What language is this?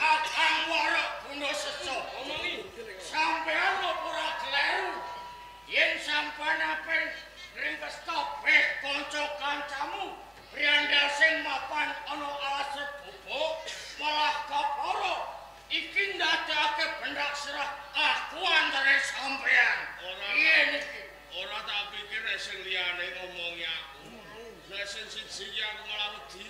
Javanese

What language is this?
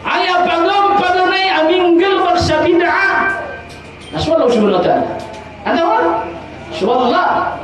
Maranao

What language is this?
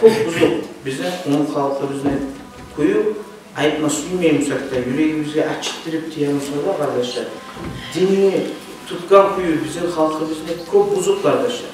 Kumyk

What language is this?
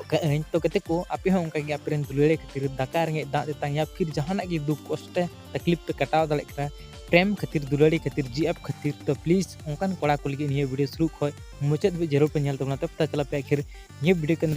Santali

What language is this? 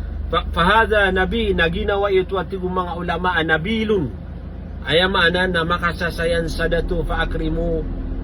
Maranao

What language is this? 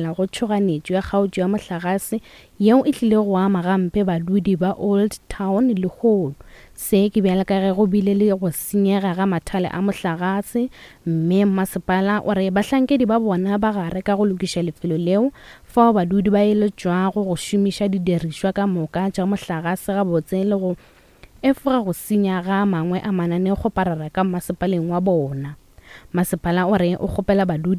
Northern Sotho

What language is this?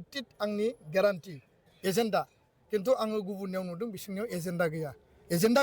Bodo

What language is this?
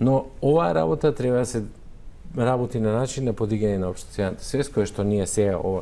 Macedonian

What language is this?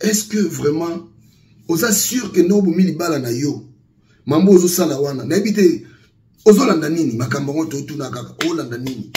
Lingala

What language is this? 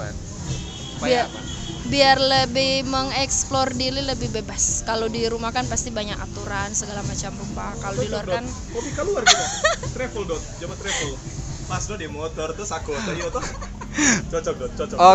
Manado Malay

